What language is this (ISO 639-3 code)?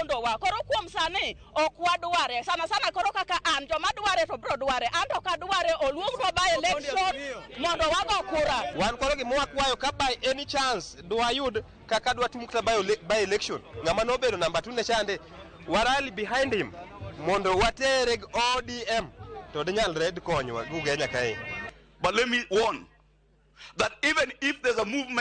luo